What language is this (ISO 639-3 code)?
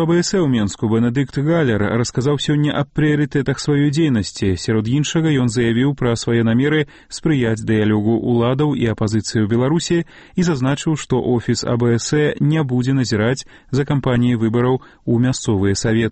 bel